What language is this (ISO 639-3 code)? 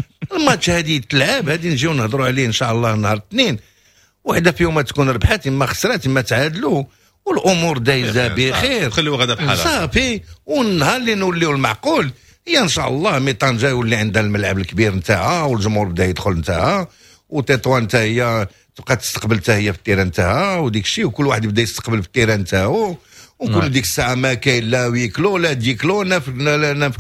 ary